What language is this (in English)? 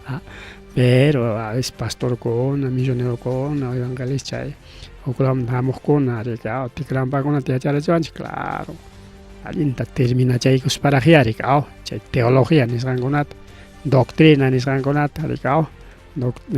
Ayacucho Quechua